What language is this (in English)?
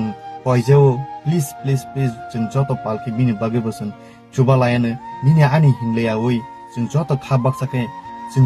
Kok Borok